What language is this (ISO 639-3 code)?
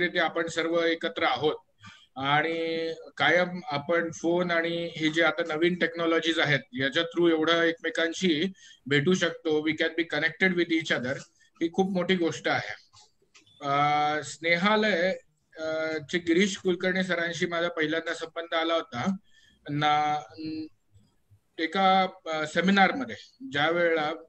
mar